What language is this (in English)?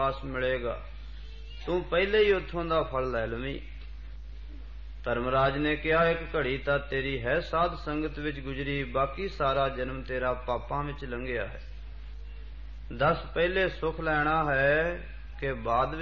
Punjabi